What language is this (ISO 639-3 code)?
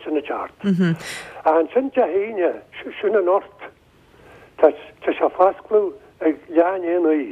gle